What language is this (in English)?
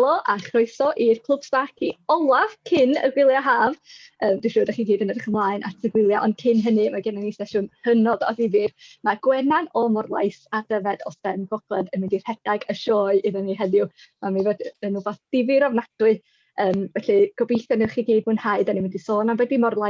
Welsh